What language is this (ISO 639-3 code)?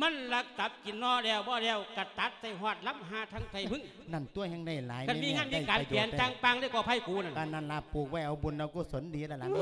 lao